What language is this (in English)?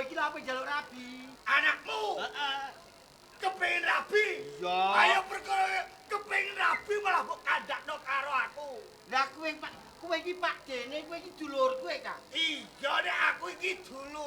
Javanese